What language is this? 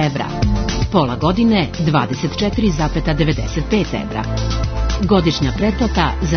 Serbian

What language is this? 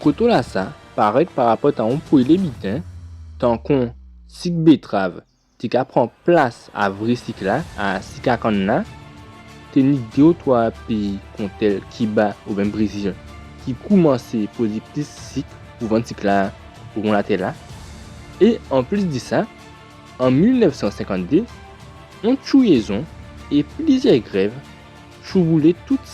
Guadeloupean Creole French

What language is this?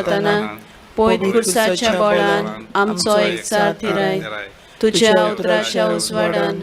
Konkani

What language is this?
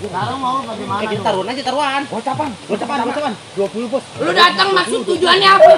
Betawi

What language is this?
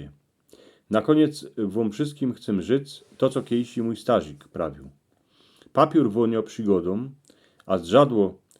Silesian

